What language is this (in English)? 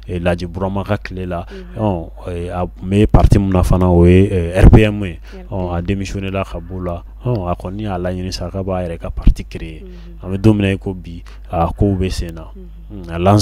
Bambara